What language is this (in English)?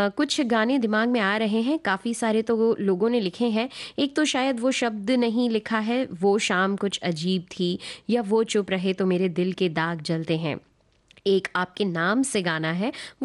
Hindi